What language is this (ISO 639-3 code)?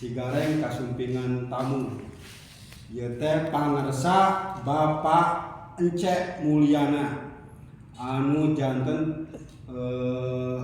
sun